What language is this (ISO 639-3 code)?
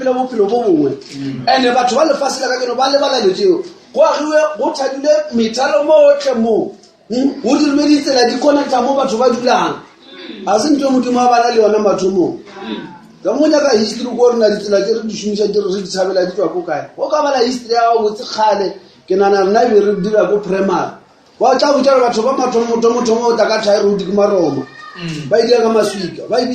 nso